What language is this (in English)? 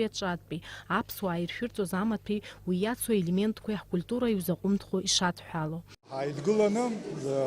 Abkhazian